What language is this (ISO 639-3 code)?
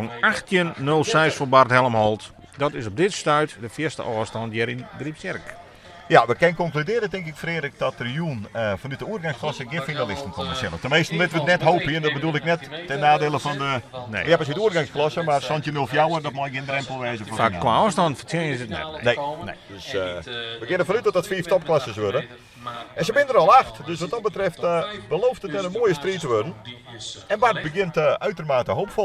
fry